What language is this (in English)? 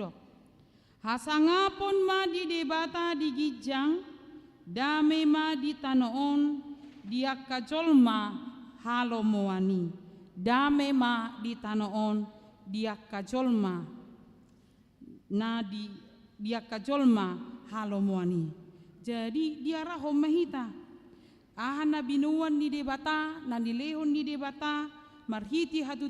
Batak Toba